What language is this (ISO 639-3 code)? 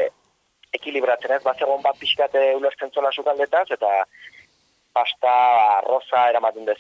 eus